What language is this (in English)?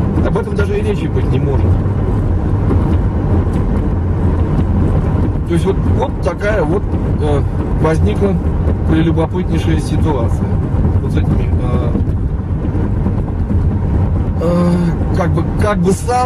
Russian